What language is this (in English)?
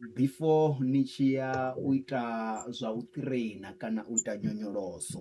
Venda